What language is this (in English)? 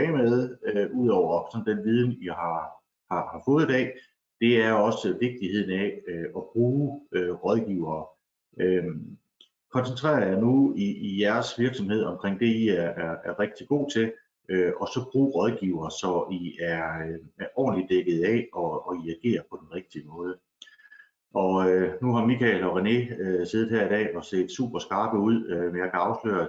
Danish